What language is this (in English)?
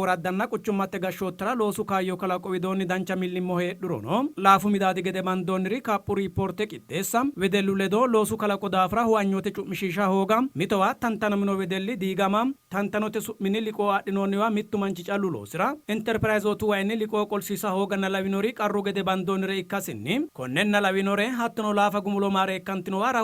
Sidamo